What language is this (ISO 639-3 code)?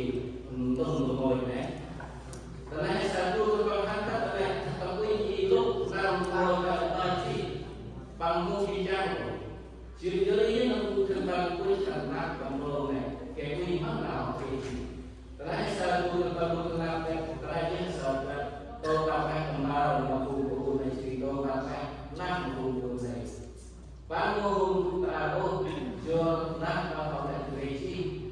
cmo